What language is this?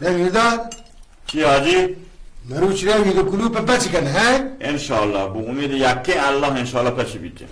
Baluchi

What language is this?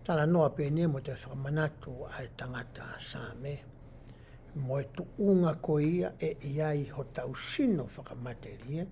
Tongan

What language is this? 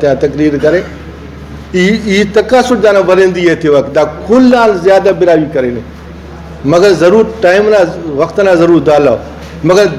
Brahui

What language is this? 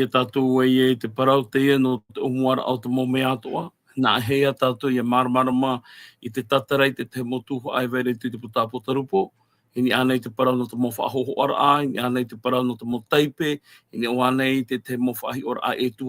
Tahitian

